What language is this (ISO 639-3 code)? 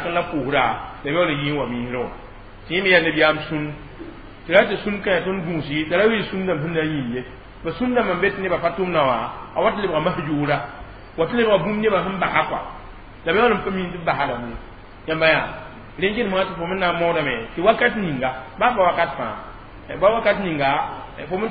mos